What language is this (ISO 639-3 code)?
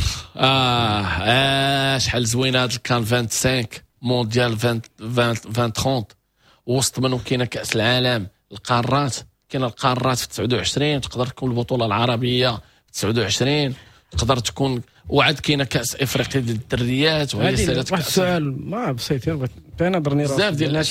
ary